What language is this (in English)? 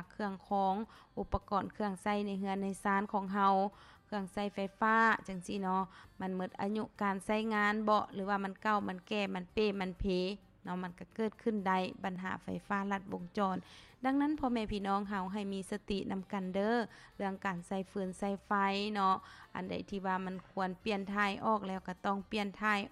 Lao